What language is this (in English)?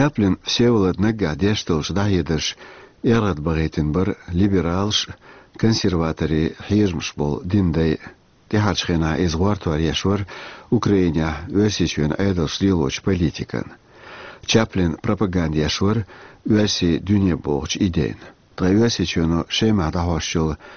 Chechen